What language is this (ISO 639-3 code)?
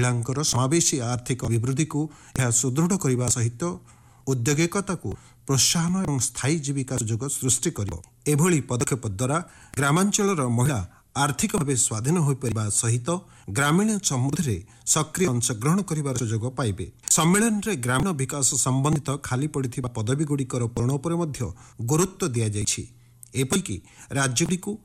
ori